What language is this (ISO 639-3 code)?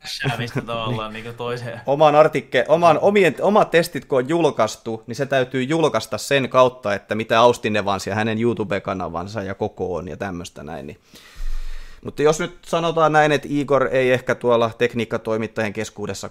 fin